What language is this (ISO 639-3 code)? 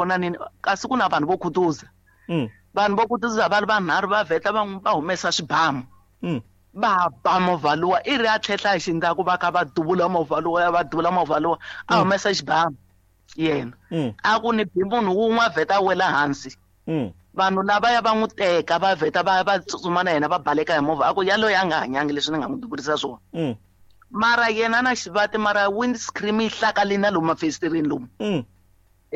tso